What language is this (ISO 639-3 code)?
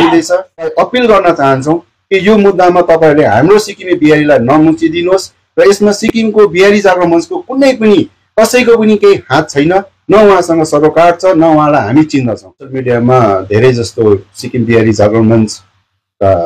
nep